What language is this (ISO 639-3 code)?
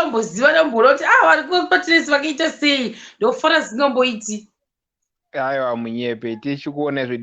sna